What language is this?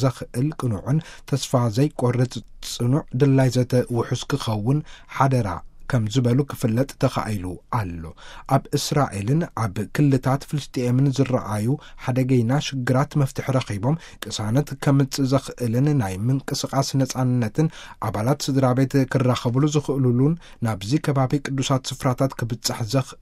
Tigrinya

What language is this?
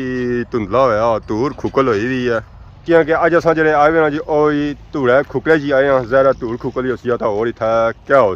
Pahari-Potwari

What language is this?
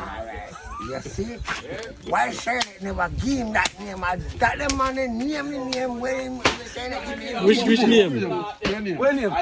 Jamaican Creole English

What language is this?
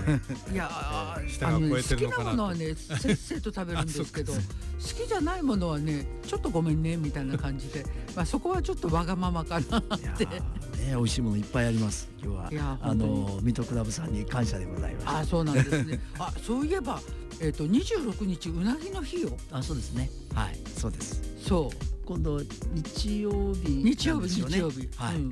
Japanese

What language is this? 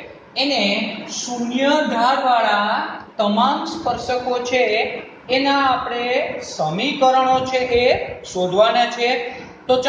Gujarati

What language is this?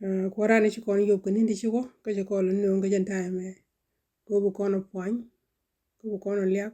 Nuer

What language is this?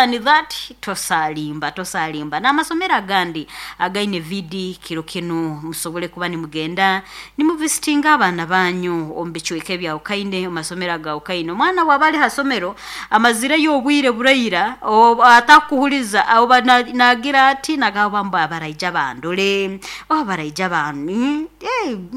Nyoro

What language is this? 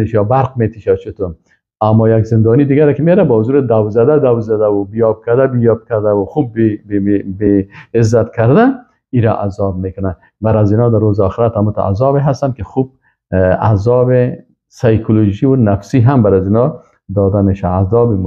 Persian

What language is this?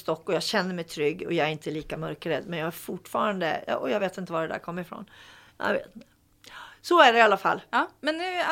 Swedish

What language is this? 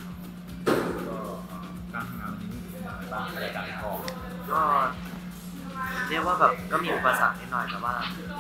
Thai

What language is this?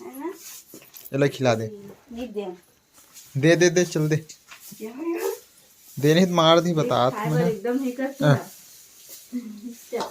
Chhattisgarhi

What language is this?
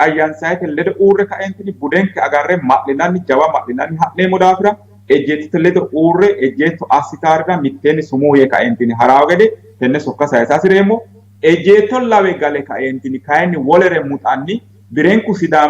Sidamo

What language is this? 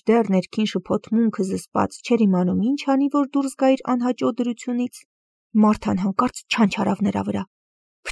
Armenian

